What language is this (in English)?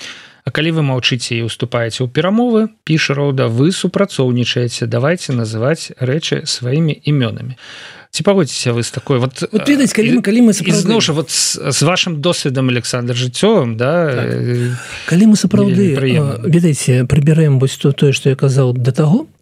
Belarusian